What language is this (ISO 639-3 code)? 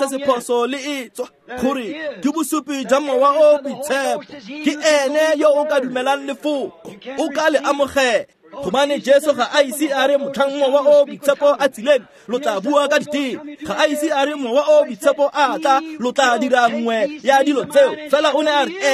tsn